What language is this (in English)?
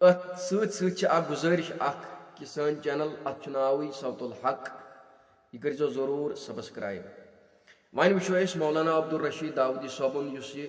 Kashmiri